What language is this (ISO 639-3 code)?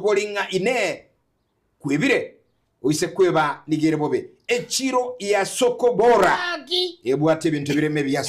guz